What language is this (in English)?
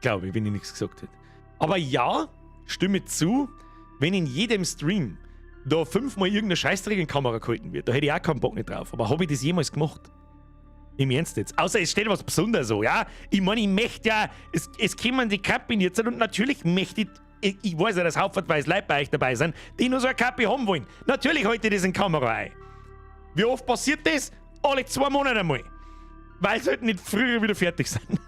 Bavarian